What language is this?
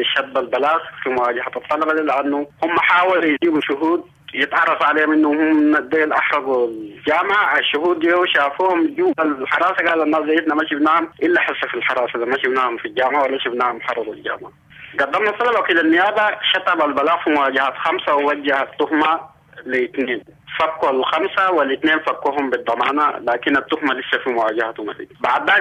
Sudanese Arabic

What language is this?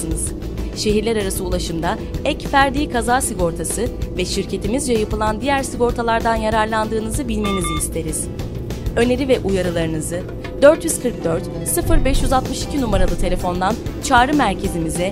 Turkish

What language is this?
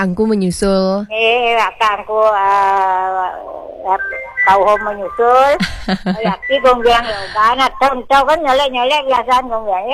Balinese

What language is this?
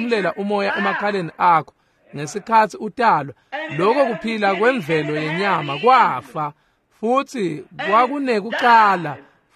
Swati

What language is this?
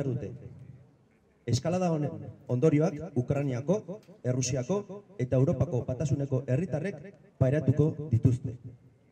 Basque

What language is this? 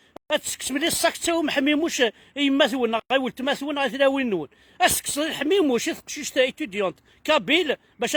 Kabyle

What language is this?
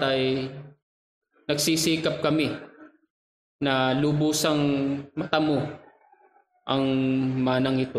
Filipino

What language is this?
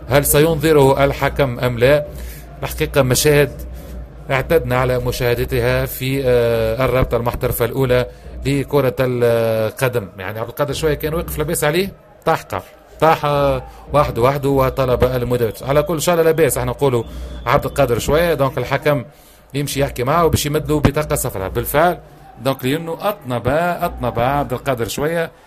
Tunisian Arabic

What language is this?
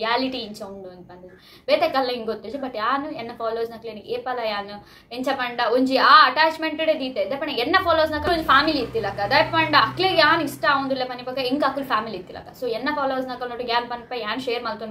Tulu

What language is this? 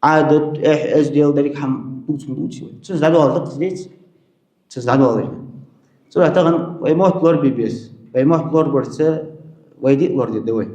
Ingush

